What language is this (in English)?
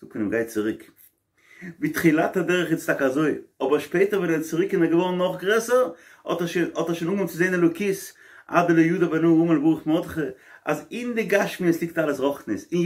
Yiddish